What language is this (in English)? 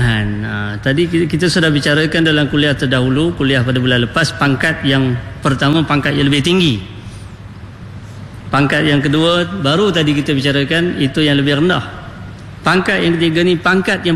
Malay